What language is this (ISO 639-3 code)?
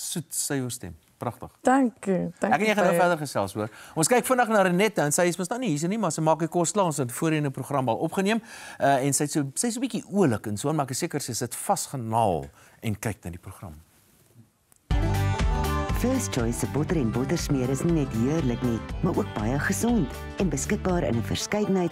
afr